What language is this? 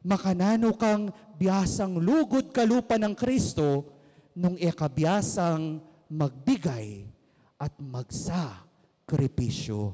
Pampanga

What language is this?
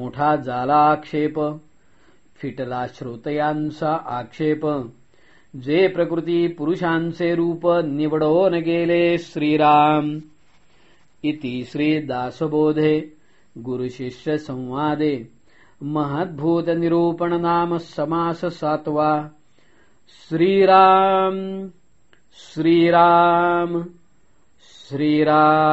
Marathi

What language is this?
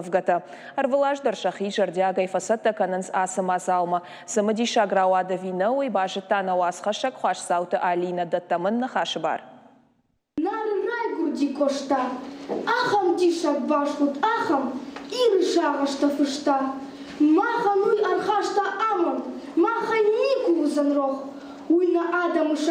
Ossetic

